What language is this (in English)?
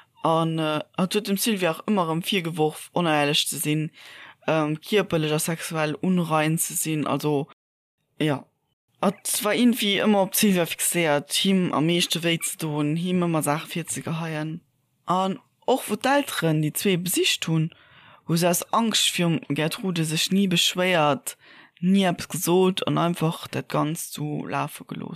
Luxembourgish